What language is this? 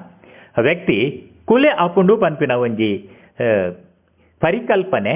Tulu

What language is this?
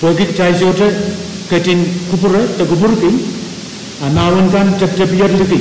Pohnpeian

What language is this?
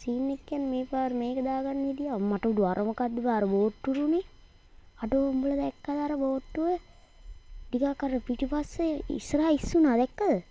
Sinhala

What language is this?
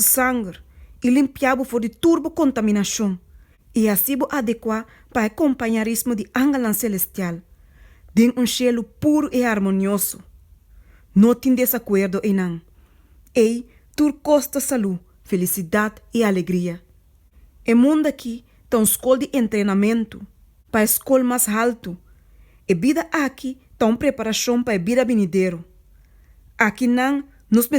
Papiamento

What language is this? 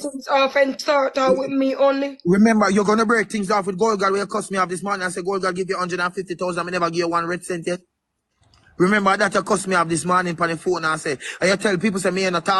Jamaican Creole English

